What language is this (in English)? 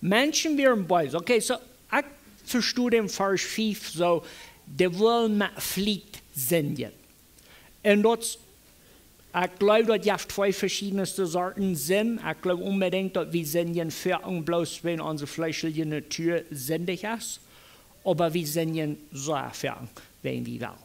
Plautdietsch